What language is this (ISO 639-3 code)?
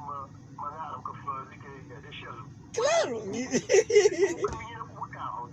kea